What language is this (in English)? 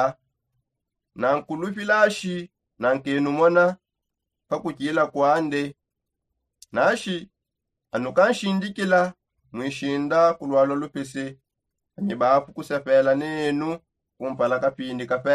Songe